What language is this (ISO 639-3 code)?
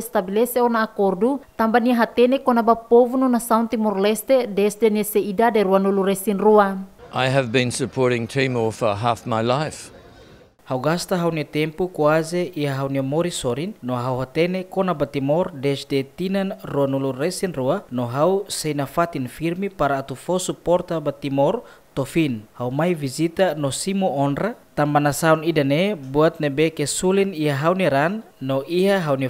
tet